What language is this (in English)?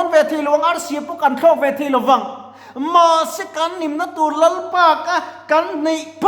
Mizo